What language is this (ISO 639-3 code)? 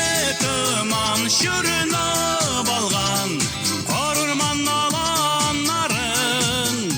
tat